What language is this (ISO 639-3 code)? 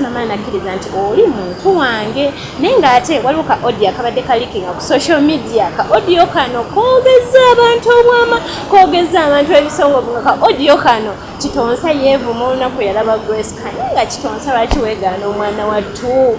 lug